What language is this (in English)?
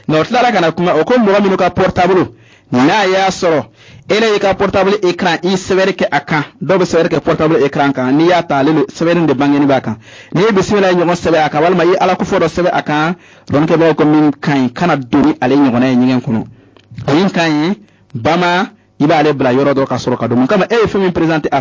Bambara